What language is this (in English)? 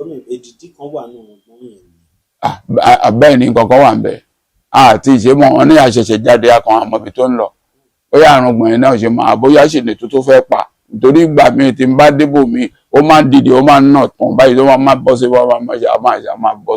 Yoruba